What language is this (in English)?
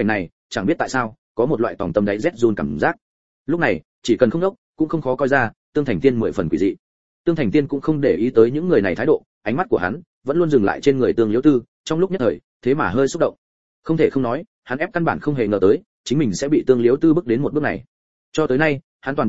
Vietnamese